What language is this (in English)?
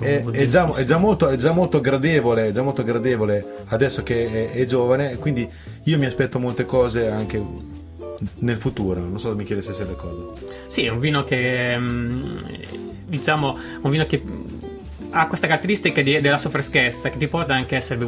Italian